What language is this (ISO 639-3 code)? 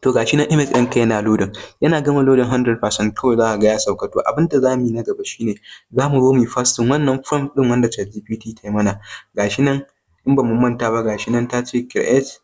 hau